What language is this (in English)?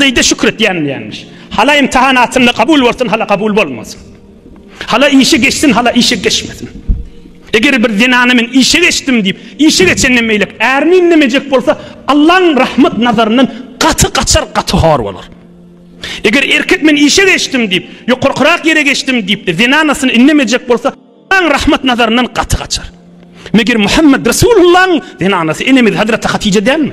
Turkmen